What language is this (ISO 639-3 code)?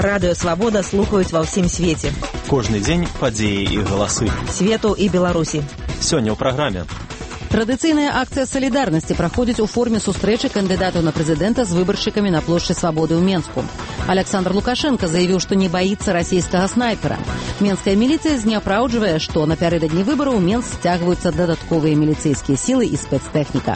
bel